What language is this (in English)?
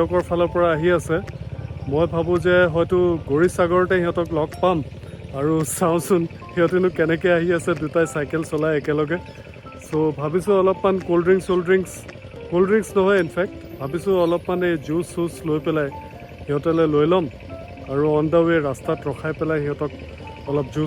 Assamese